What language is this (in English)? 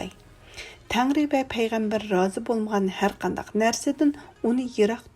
Uyghur